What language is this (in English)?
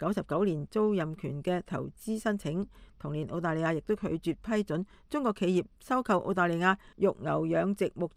Cantonese